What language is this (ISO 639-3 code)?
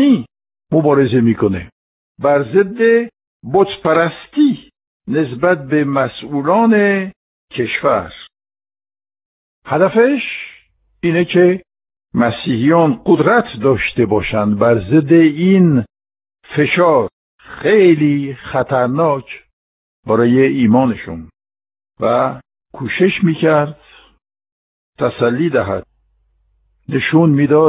fas